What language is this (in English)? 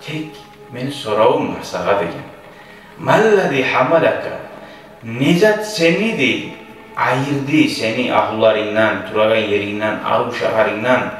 Kumyk